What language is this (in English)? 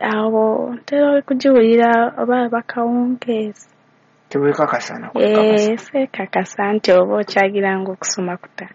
Ganda